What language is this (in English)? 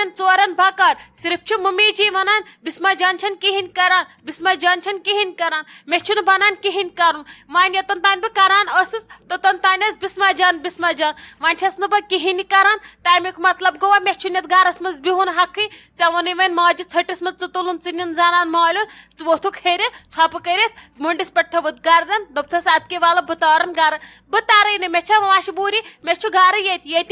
Kashmiri